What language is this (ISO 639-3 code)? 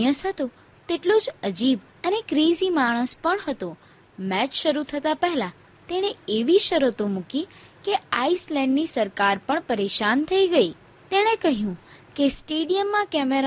guj